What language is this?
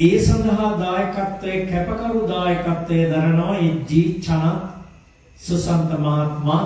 Sinhala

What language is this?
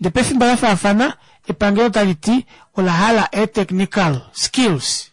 Kuanyama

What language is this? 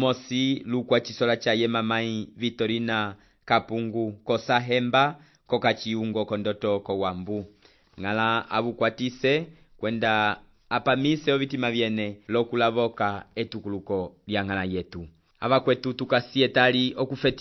Umbundu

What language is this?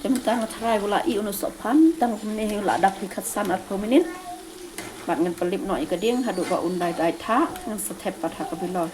Khasi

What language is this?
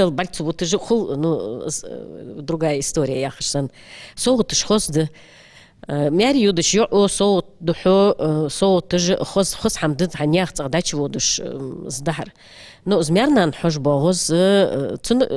Ingush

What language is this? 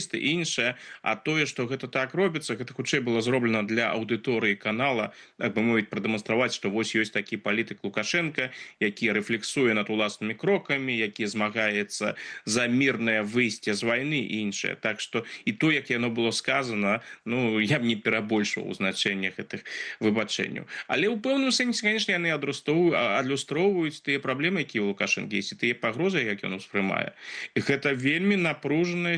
Belarusian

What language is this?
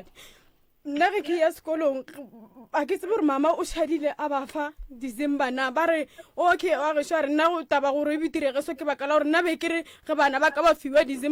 Northern Sotho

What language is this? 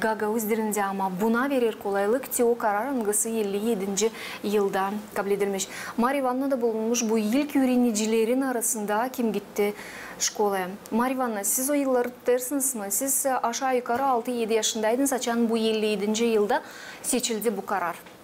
Gagauz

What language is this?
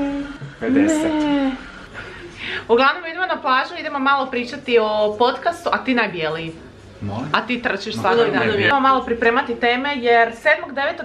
Croatian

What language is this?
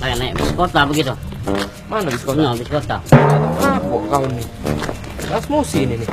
Musi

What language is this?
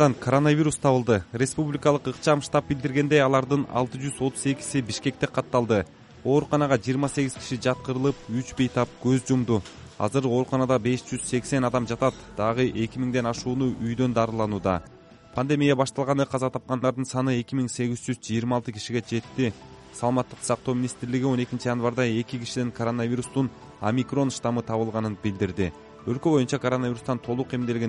Kyrgyz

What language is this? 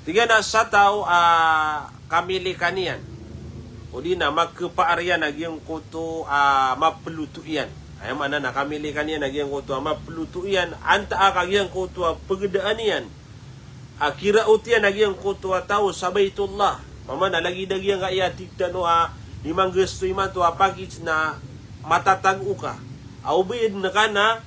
Maranao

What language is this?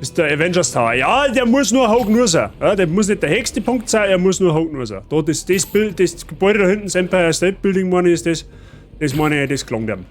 Bavarian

